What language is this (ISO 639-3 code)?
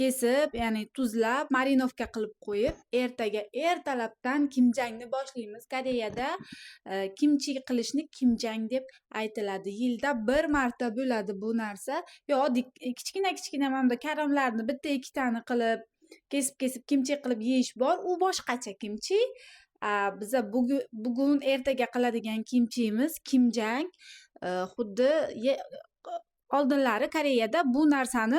uzb